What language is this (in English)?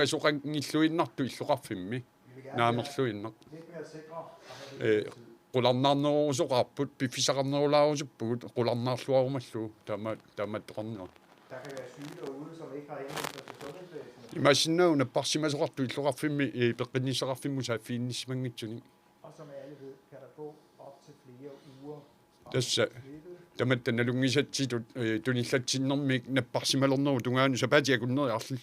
Kalaallisut